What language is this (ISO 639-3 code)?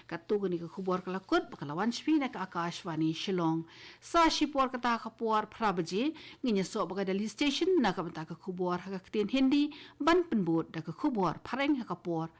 kha